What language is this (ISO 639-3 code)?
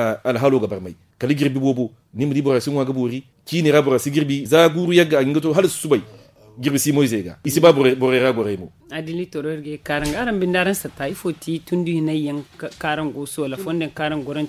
dje